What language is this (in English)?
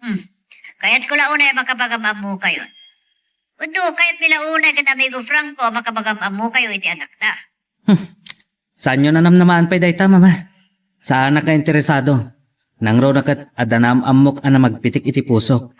Iloko